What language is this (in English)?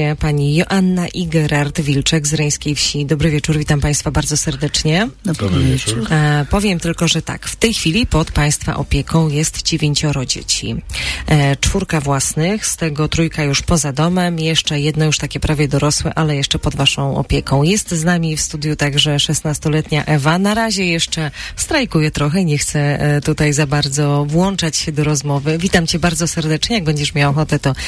Polish